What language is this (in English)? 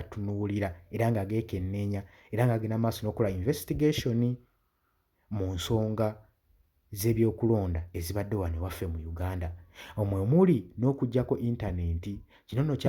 Ganda